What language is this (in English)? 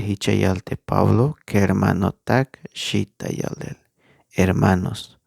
Tzeltal